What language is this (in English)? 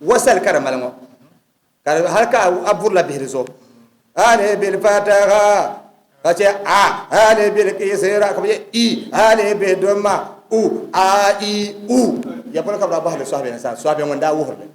Dagbani